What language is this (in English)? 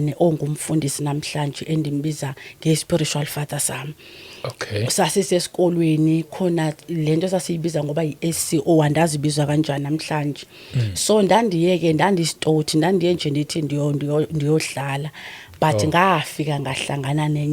Zulu